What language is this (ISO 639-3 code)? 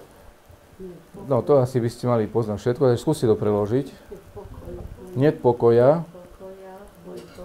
slk